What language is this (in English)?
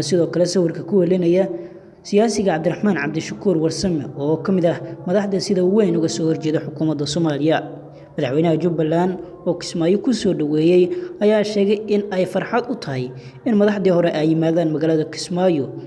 Somali